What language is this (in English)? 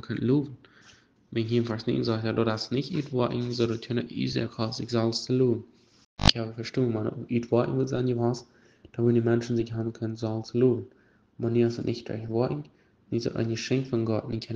Plautdietsch